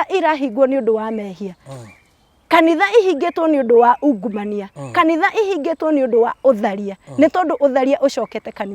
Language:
Kikuyu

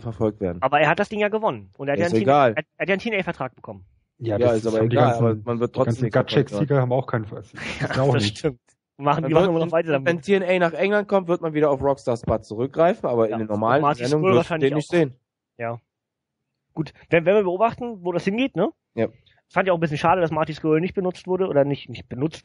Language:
German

